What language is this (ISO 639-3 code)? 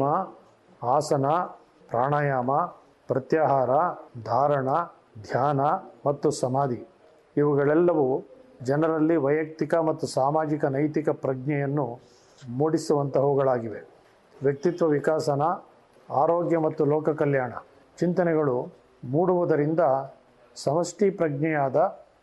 kan